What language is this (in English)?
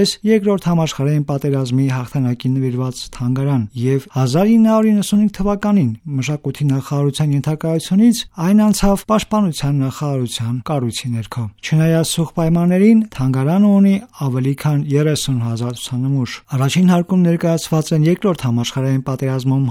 Armenian